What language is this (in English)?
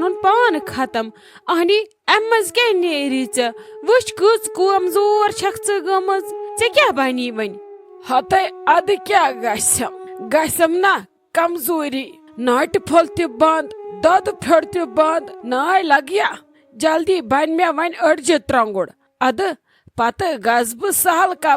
Kashmiri